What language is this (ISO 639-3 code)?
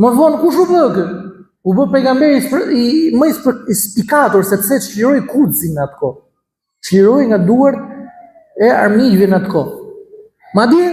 sqi